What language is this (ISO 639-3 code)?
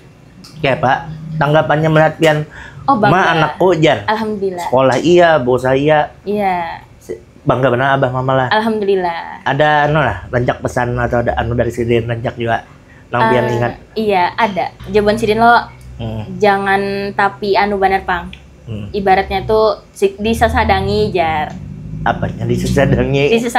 bjn